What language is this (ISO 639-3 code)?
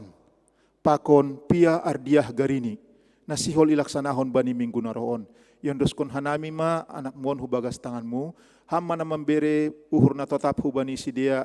bts